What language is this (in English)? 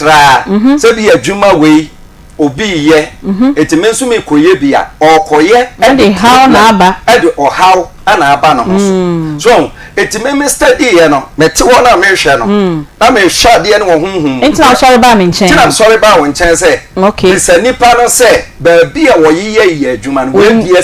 Akan